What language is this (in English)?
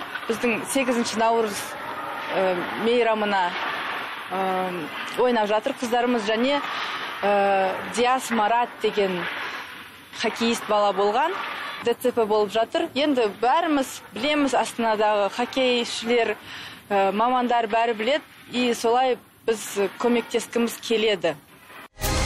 Kazakh